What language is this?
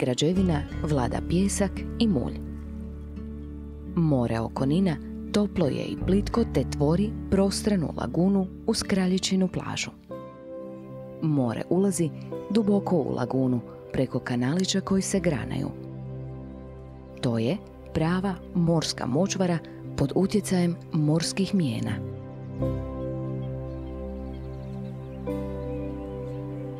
Croatian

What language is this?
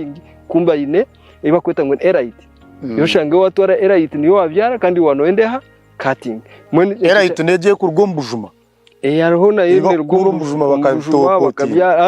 Nyankole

